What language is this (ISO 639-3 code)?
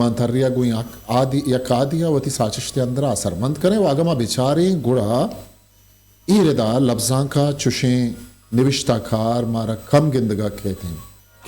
bgp